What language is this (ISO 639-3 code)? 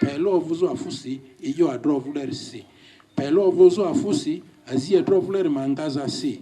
lgg